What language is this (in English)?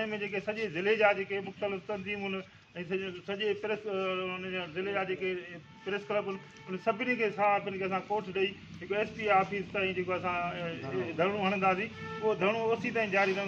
Sindhi